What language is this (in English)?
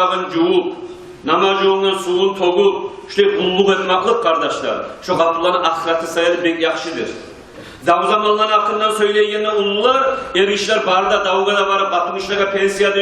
Kumyk